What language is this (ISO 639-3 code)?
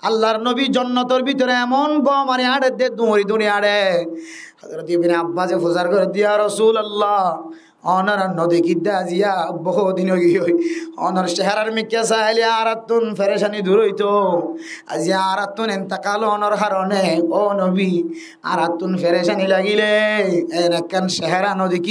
rhg